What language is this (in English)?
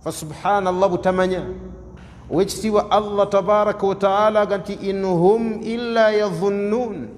Ganda